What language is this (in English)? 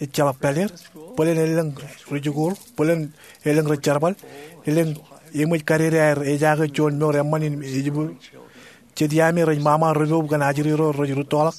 Marshallese